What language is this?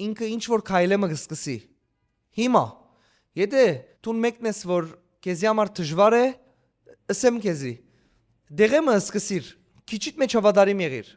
Western Armenian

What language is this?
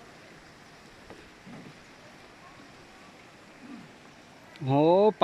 Lao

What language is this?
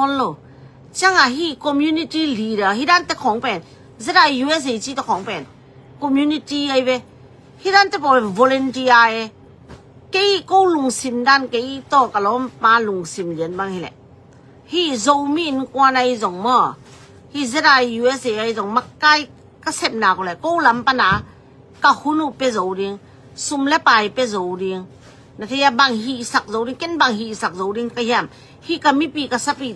Tedim Chin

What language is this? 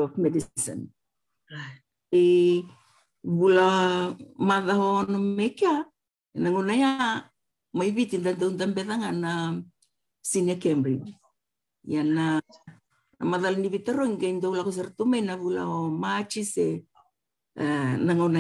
Fijian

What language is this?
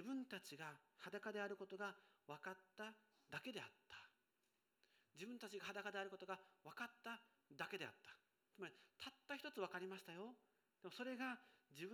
Japanese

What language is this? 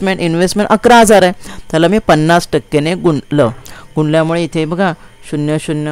Marathi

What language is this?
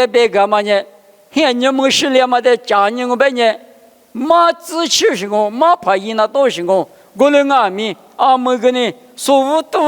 Lisu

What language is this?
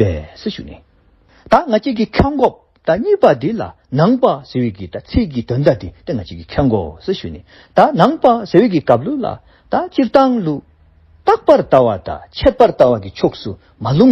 Dzongkha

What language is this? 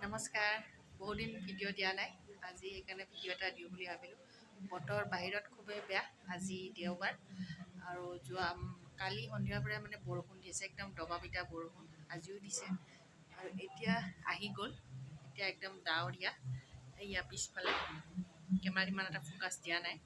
Assamese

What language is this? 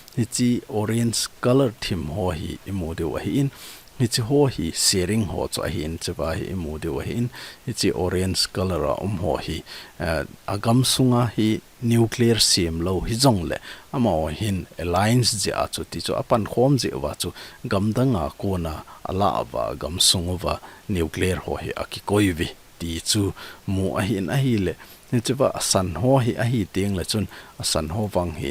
Thado Chin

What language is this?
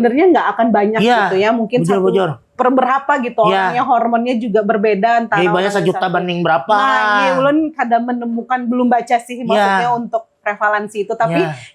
Banjar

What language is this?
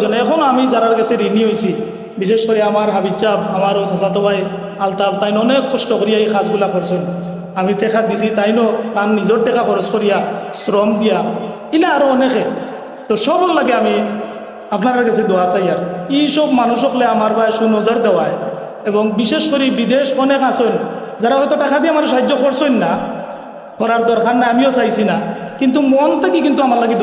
Sylheti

